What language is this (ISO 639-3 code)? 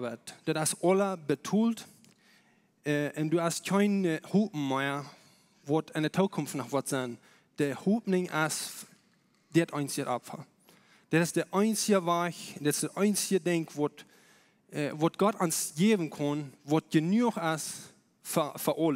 pdt